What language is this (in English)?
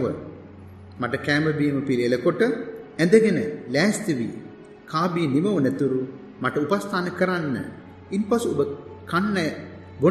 Sinhala